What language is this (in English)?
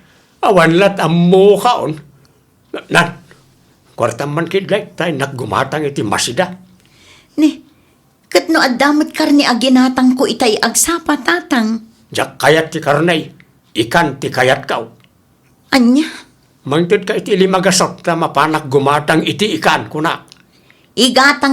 Iloko